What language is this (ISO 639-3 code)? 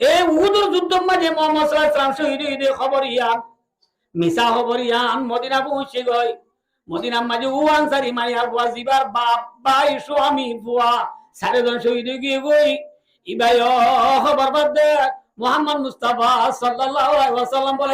rhg